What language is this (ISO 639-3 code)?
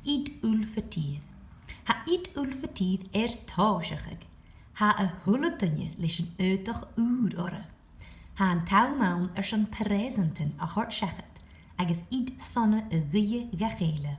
gla